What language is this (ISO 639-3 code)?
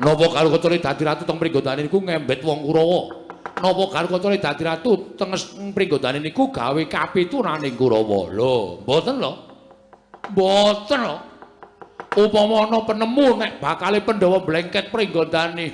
jav